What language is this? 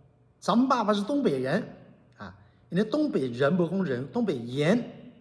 Min Nan Chinese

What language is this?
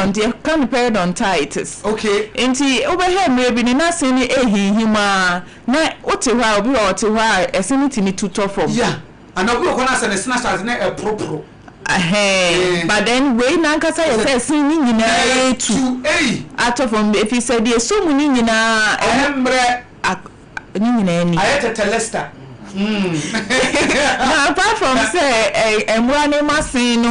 Akan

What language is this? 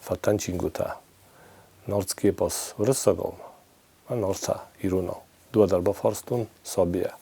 Ossetic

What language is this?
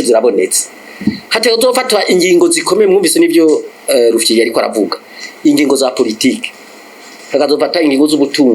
Rundi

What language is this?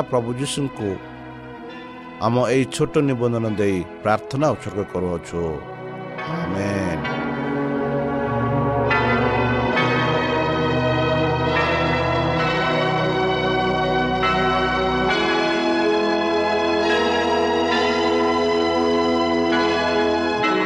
Odia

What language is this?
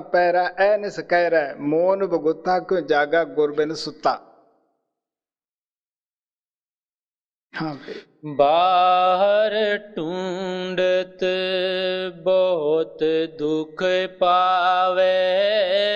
Punjabi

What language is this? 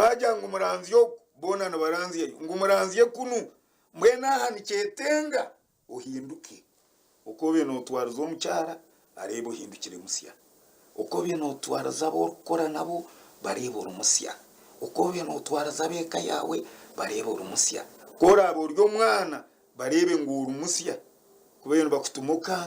Nyankole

